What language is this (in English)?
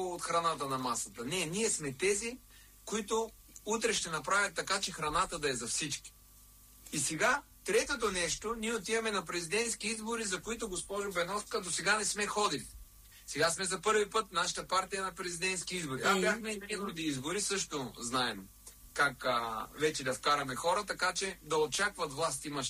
Bulgarian